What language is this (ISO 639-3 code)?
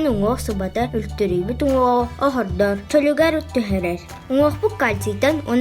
sah